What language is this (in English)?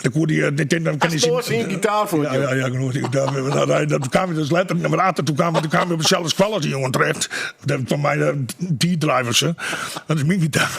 Western Frisian